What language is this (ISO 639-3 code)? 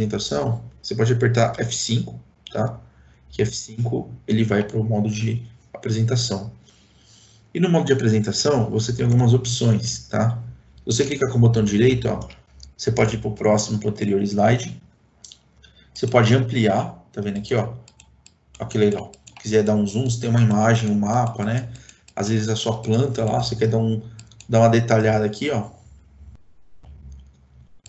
por